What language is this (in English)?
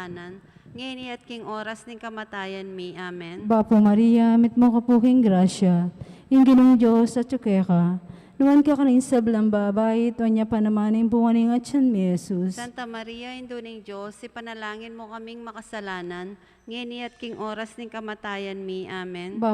Pampanga